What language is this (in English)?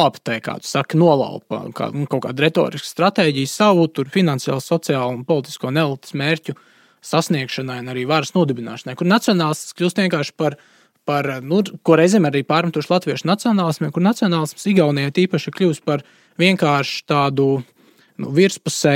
Latvian